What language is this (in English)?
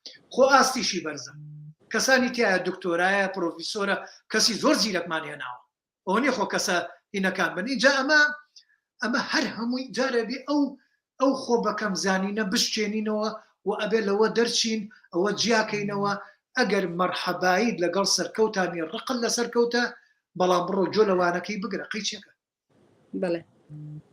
Central Kurdish